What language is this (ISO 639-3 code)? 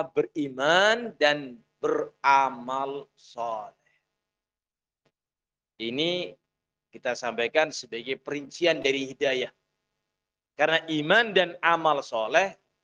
ind